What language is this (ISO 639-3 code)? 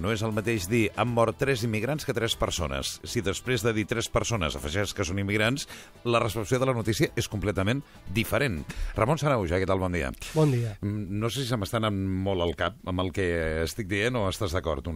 cat